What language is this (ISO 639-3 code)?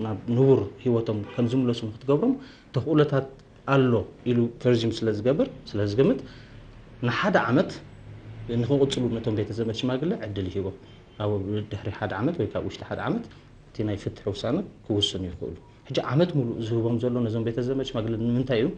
tir